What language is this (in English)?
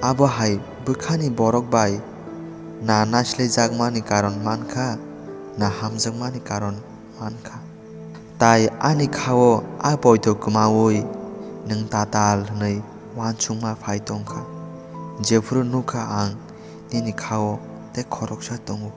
Kok Borok